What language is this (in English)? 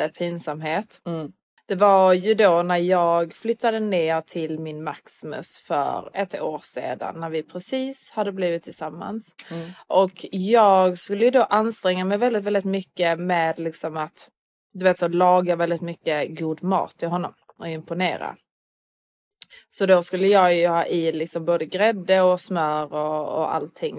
Swedish